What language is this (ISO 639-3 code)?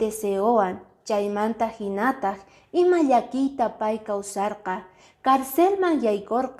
que